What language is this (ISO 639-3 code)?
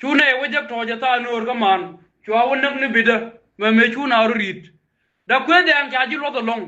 nus